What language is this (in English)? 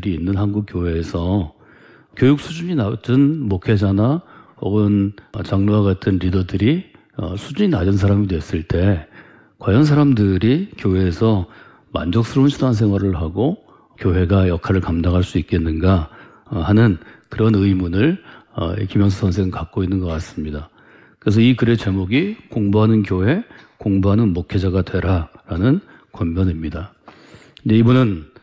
Korean